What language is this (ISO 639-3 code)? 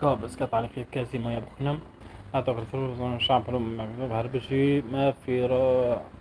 apc